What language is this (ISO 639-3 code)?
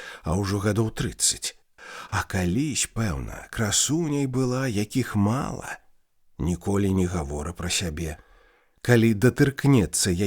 bel